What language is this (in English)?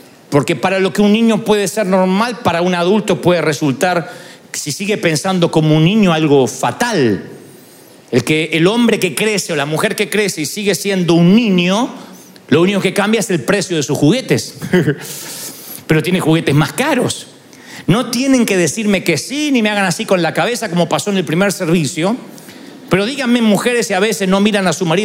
Spanish